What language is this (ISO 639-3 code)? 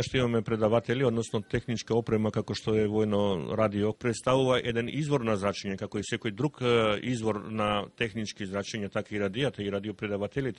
mkd